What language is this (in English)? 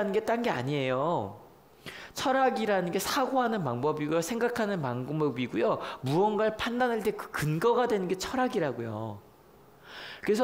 Korean